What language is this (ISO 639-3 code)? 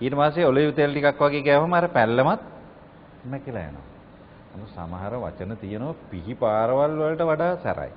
sin